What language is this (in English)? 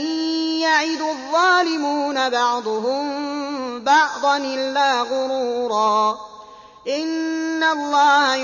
Arabic